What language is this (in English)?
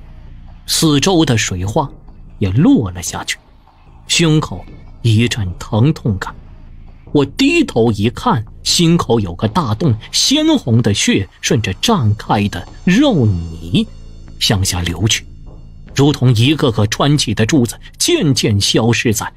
Chinese